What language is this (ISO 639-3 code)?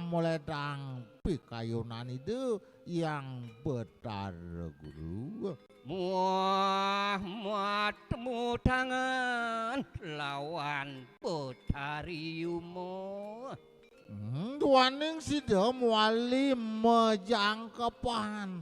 ban